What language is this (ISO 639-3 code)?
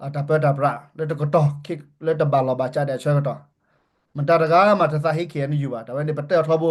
ksw